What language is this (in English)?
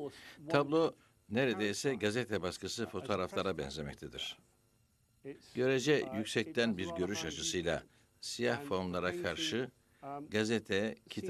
Turkish